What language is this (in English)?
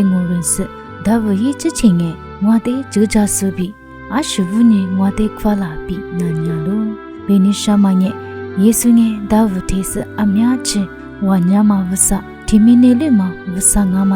Lisu